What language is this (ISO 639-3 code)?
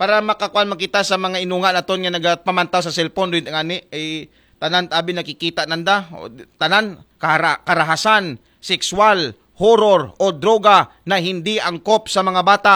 akl